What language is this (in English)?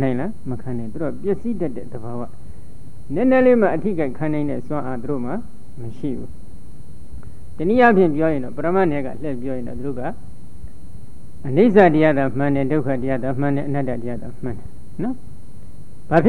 Burmese